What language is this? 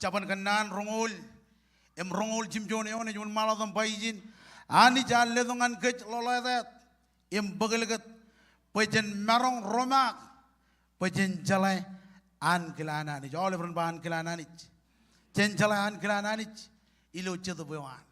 Marshallese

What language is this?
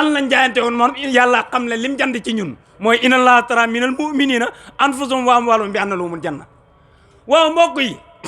Wolof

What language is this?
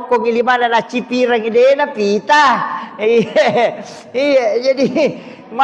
Buginese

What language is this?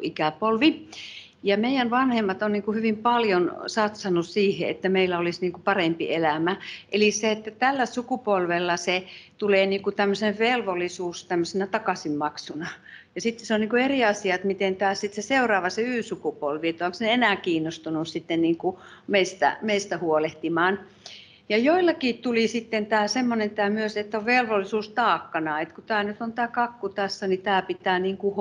Finnish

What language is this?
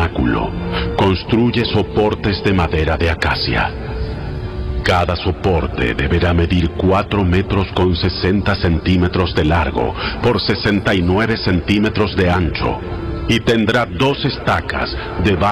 Spanish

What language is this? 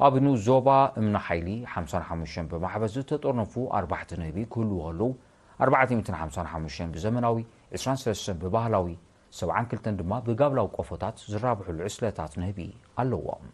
Tigrinya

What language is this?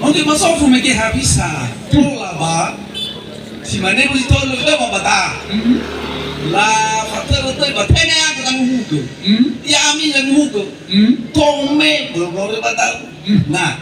Nias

